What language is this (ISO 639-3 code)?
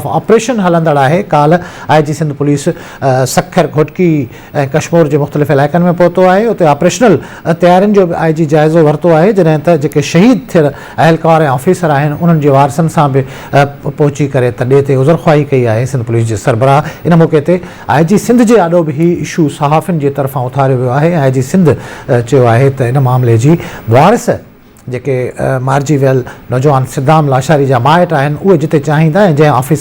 snd